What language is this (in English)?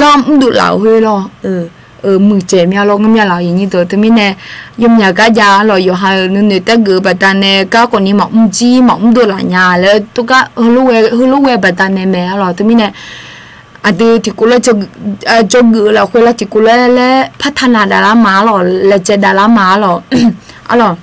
Akha